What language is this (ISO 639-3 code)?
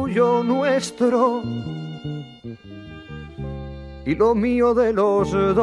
spa